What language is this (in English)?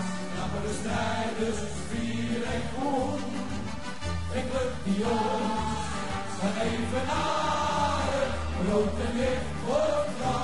Dutch